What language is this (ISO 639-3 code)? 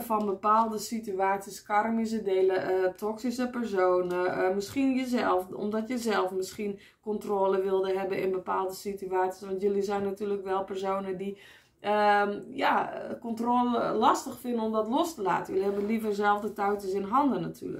nld